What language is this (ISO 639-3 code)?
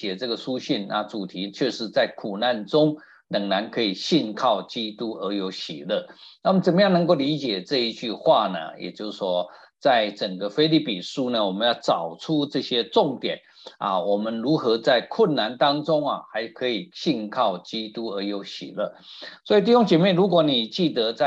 zho